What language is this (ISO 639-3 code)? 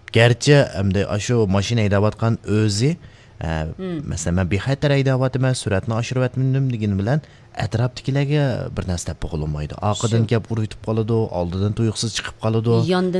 uig